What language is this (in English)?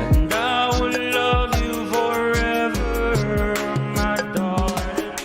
Pohnpeian